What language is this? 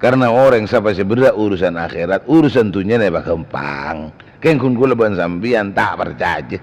Madurese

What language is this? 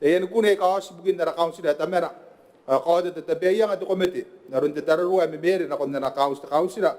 Gilbertese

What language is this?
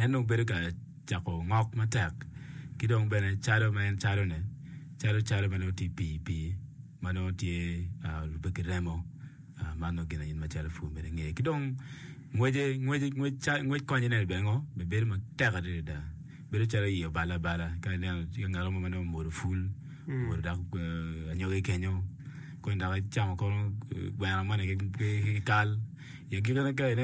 Acoli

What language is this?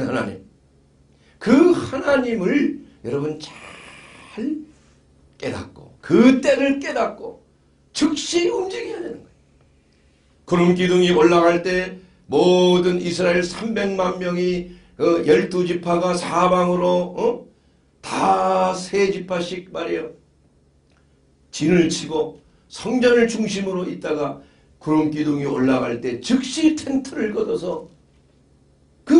Korean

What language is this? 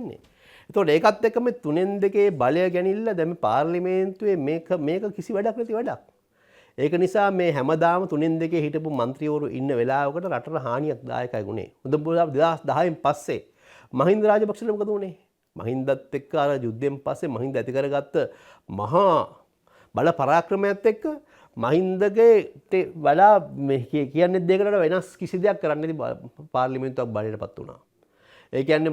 Sinhala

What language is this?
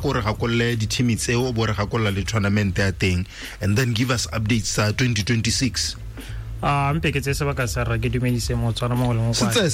Tswana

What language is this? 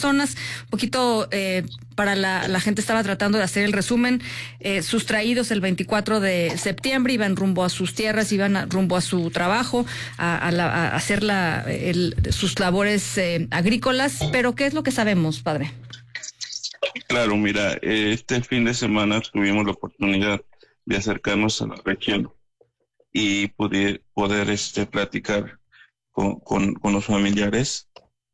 Spanish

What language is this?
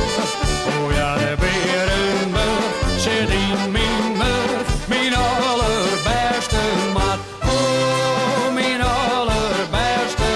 Western Frisian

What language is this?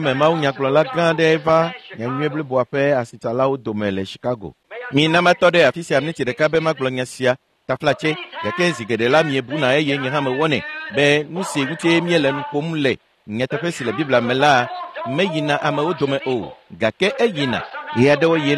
Ewe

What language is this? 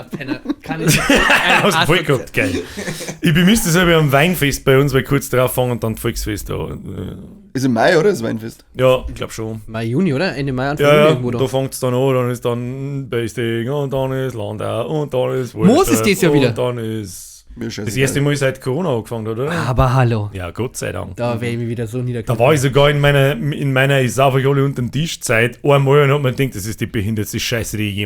Bavarian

